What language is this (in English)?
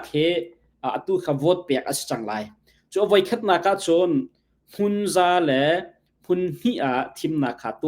Hakha Chin